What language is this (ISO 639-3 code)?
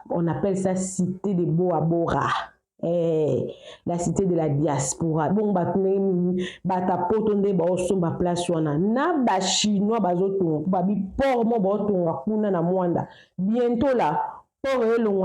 lin